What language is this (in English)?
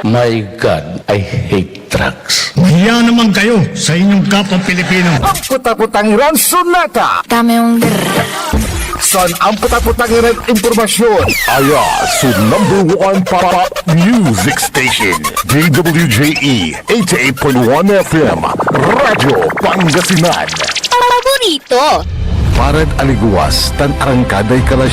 Pangasinan